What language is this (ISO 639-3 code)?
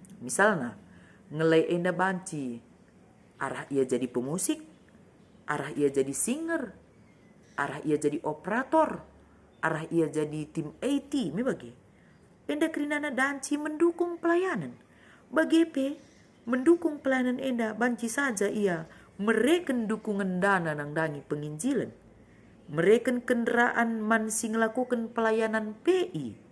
btx